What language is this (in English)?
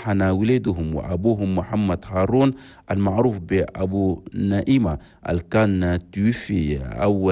Chadian Arabic